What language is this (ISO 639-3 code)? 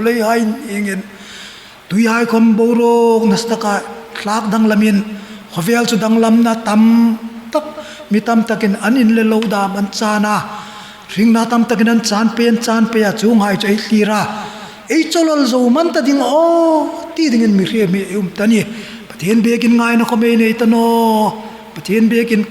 hmr